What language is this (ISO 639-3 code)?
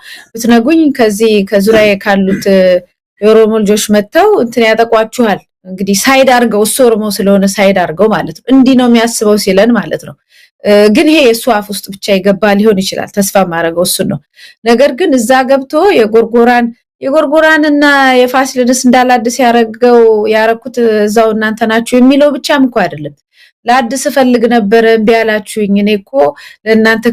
amh